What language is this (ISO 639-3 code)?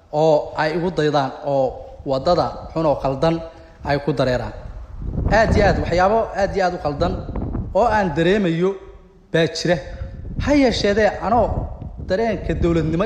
som